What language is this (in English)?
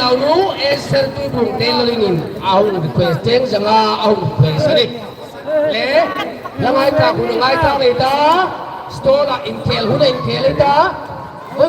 Hmar